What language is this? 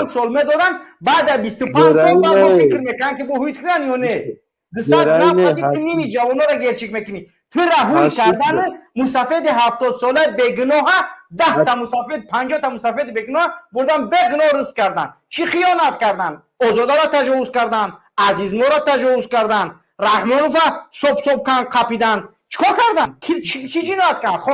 Tajik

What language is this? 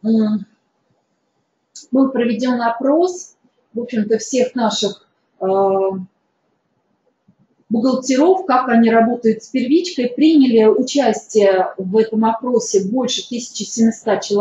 Russian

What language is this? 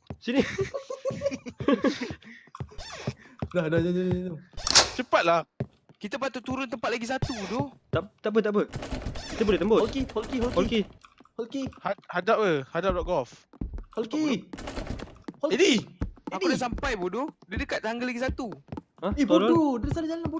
Malay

